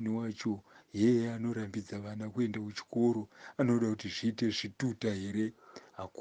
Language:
Shona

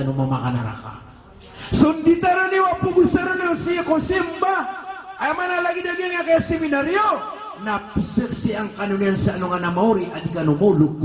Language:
Maranao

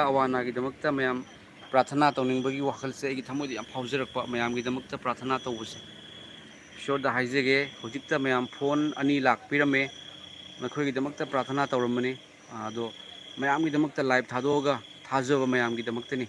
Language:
Manipuri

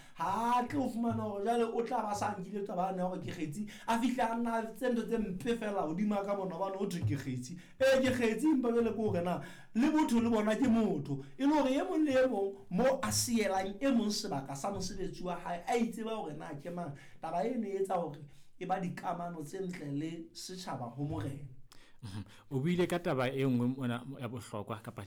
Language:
Southern Sotho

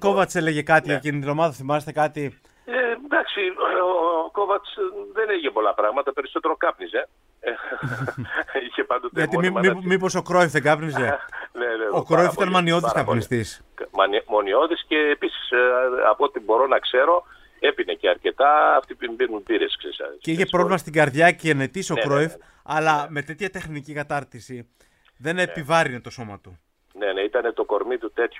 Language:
Greek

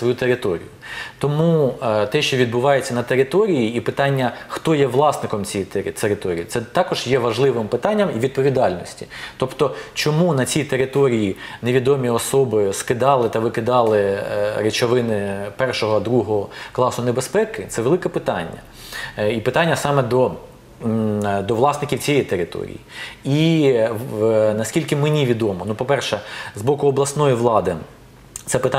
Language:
Ukrainian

